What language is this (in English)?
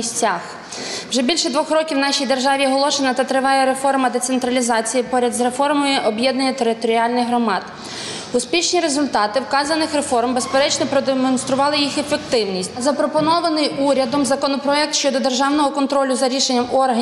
Ukrainian